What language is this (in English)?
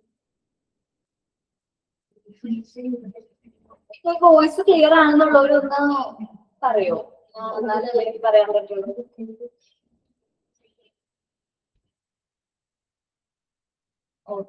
Malayalam